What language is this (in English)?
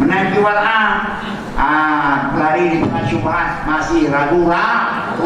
Achinese